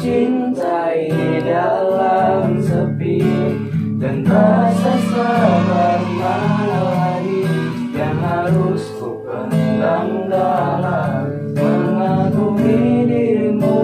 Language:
Betawi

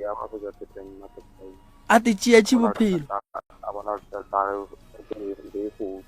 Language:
Northern Sotho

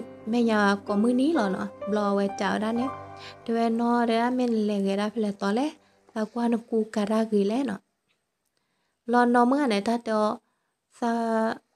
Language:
S'gaw Karen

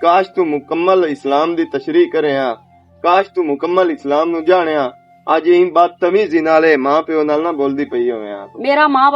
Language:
Western Panjabi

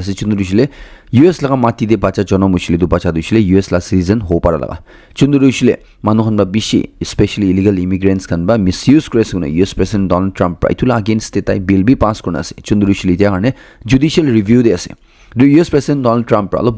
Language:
Naga Pidgin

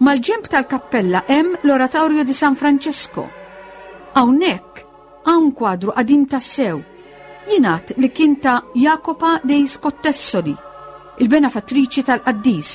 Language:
Maltese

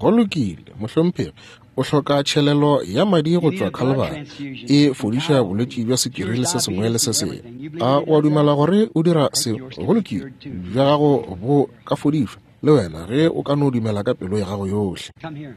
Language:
Northern Sotho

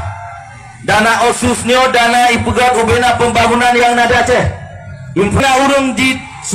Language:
Achinese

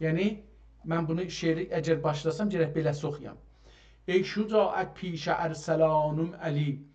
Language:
South Azerbaijani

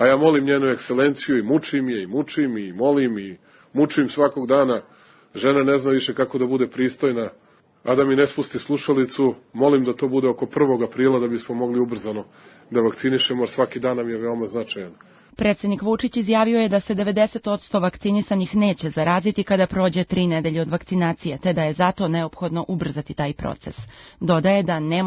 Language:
Serbian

